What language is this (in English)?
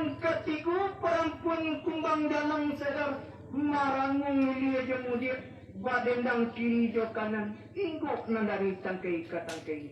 Minangkabau